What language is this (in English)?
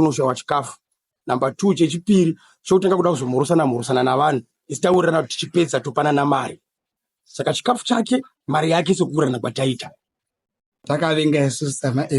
Shona